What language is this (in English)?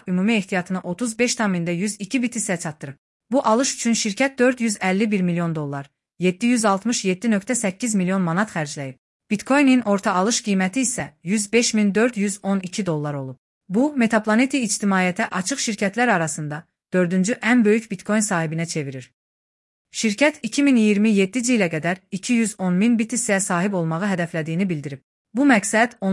Azerbaijani